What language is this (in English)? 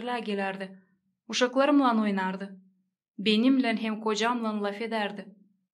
Gagauz